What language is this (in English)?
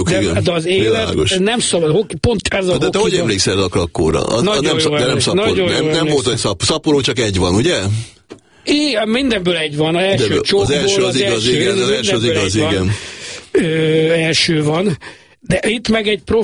Hungarian